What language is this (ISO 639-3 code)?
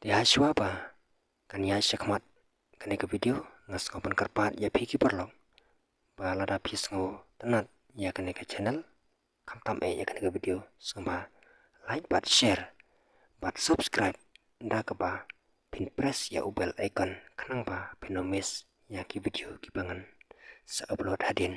kha